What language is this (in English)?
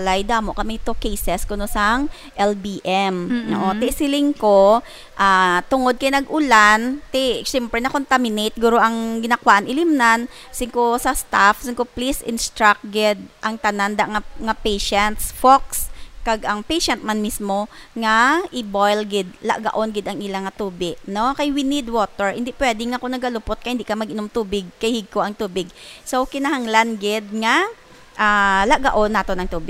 Hiligaynon